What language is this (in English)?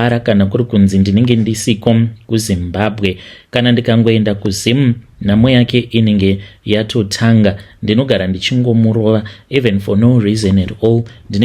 Shona